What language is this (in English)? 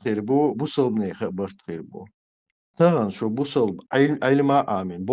Chechen